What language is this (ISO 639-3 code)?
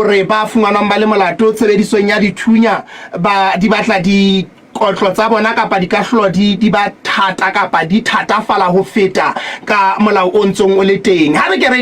sot